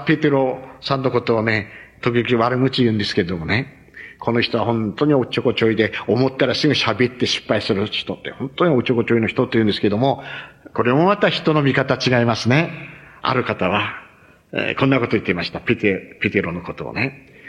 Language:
Japanese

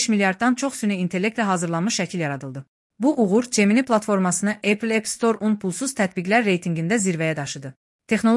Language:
Azerbaijani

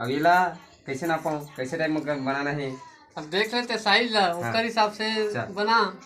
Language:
Chhattisgarhi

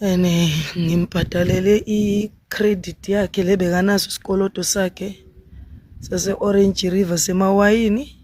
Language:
Zulu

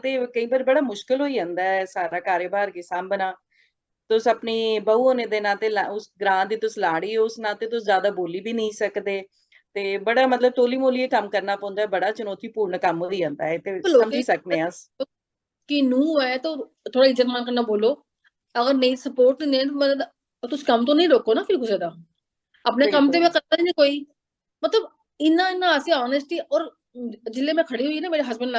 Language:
Dogri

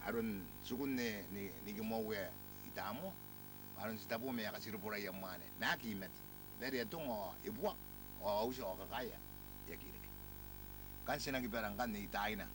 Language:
Gilbertese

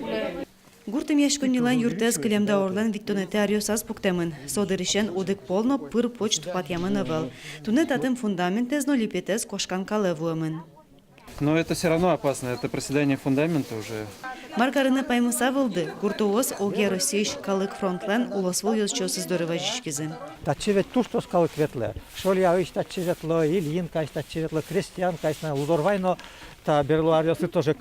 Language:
Udmurt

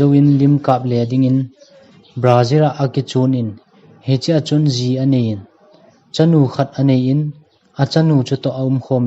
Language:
Thado Chin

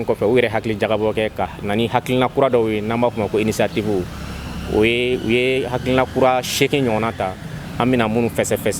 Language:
Bambara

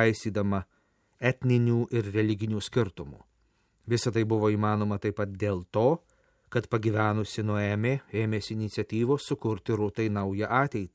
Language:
Lithuanian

